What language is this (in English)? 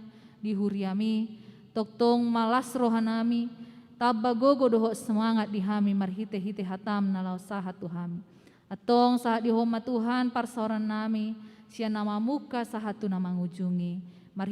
Batak Toba